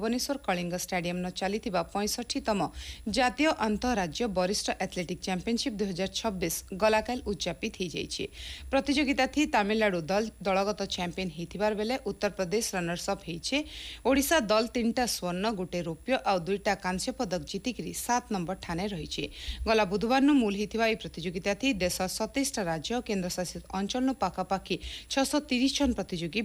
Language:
Odia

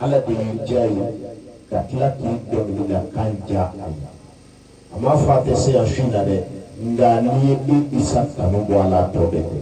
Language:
Bambara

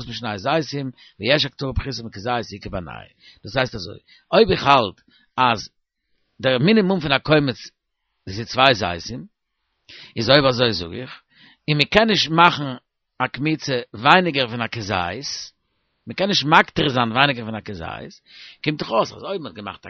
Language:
Yiddish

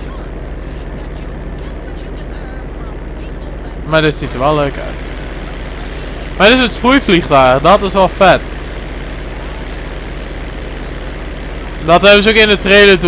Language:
Dutch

